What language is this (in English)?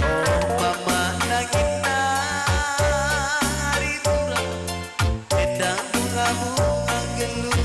Batak Karo